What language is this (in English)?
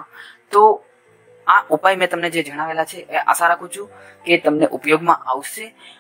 Gujarati